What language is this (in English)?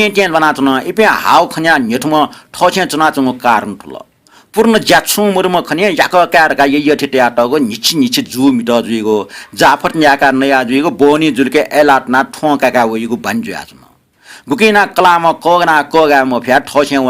Newari